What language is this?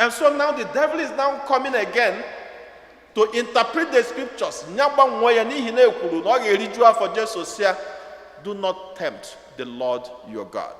Igbo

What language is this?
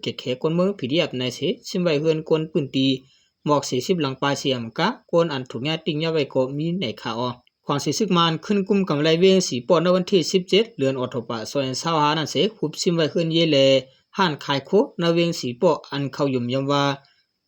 Shan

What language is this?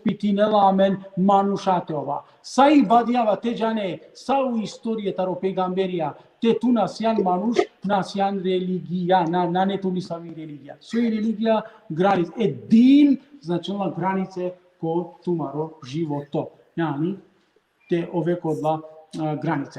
Balkan Romani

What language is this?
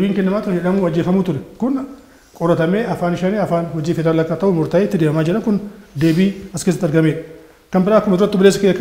Oromo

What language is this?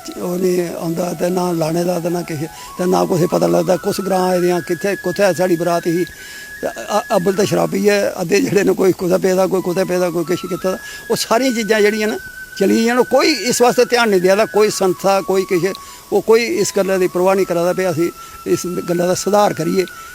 Dogri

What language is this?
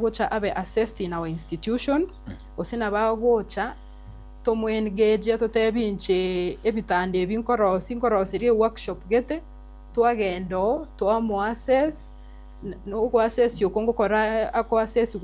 Gusii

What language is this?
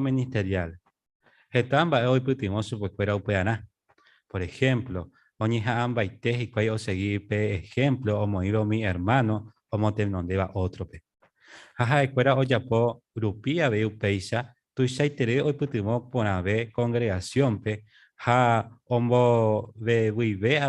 Guarani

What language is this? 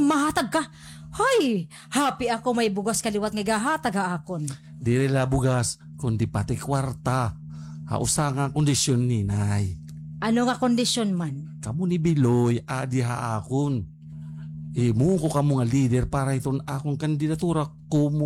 Waray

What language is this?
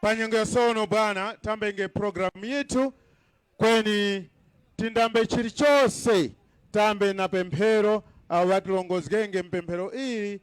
Tumbuka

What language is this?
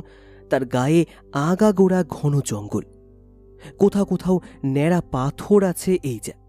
Bangla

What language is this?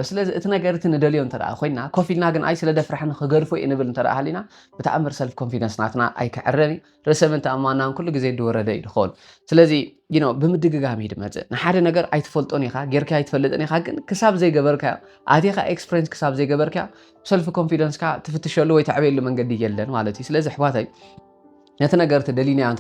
Tigrinya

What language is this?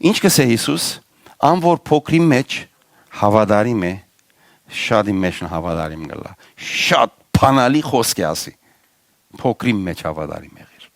Western Armenian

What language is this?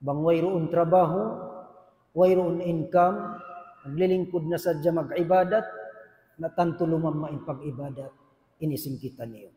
Tausug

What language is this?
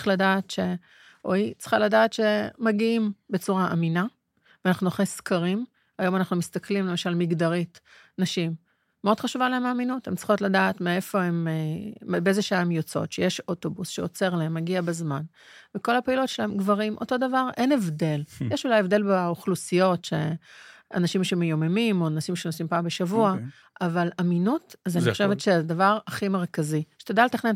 Hebrew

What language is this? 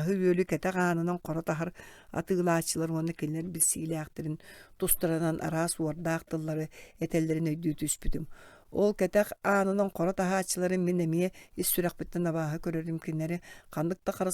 Yakut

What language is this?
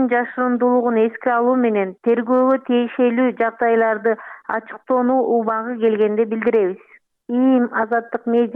Kyrgyz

